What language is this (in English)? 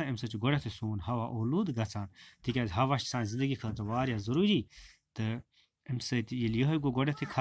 Kashmiri